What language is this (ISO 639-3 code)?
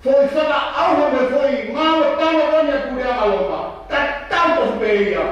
ton